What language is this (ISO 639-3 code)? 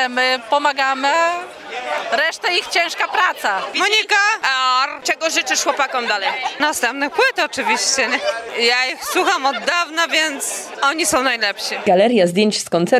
pol